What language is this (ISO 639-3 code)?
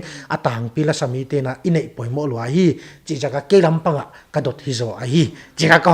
pck